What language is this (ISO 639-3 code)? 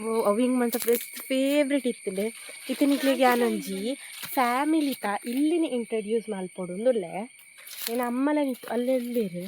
tcy